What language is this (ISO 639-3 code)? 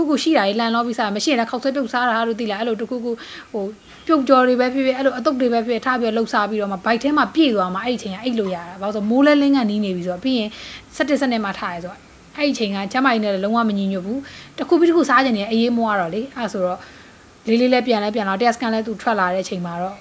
mya